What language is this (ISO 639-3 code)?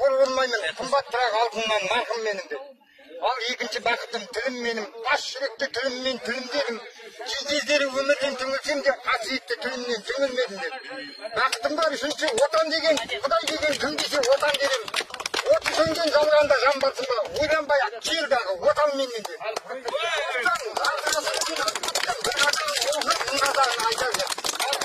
kaz